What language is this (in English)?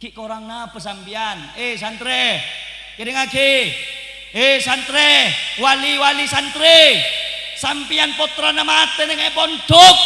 Madurese